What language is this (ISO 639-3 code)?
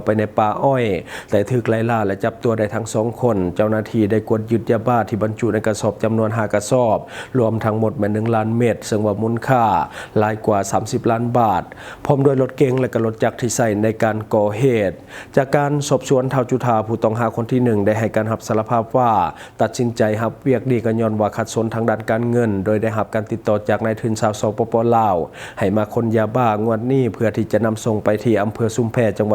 lao